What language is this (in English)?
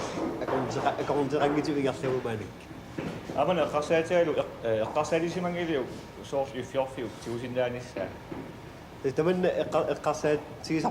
Kalaallisut